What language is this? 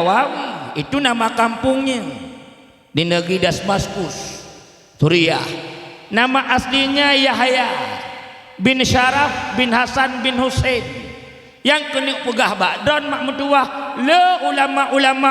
Achinese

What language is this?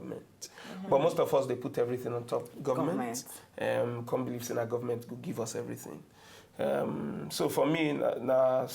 Nigerian Pidgin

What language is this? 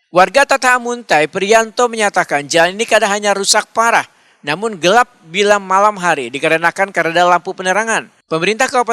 Banjar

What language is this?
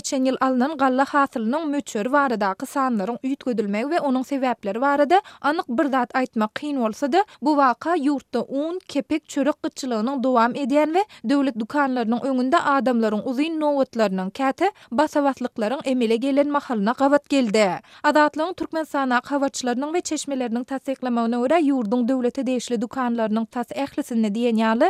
Turkmen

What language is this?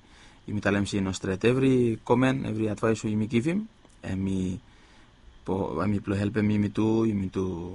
Bislama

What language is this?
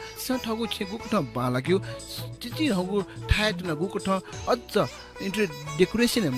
Newari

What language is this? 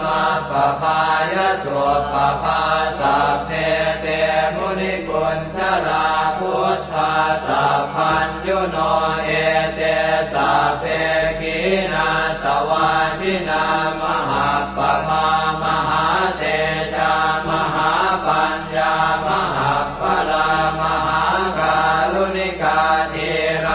Pali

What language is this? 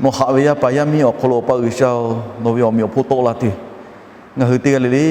Lahu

